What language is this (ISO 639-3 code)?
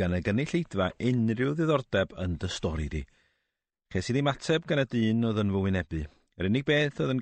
cym